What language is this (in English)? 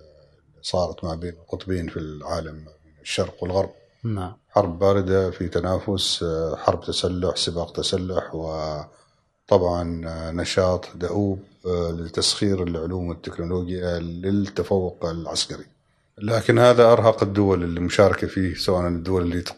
Gulf Arabic